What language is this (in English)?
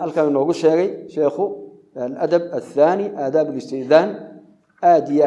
Somali